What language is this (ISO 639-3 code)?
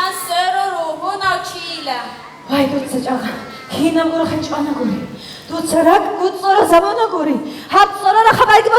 ava